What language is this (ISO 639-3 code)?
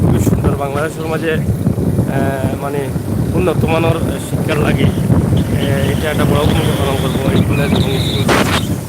syl